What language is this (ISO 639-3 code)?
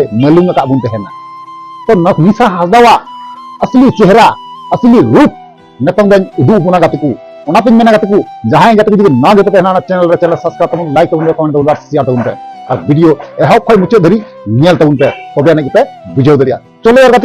sat